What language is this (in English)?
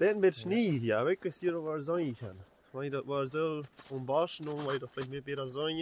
Plautdietsch